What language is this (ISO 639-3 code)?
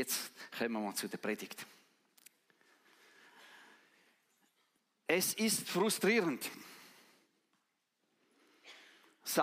deu